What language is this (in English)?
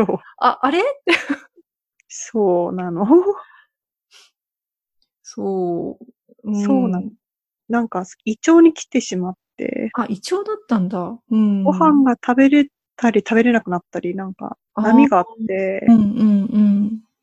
Japanese